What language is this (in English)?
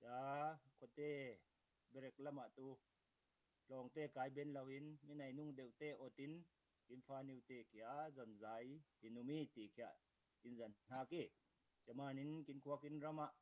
Falam Chin